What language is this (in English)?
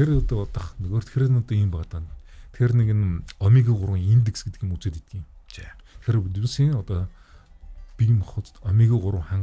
Mongolian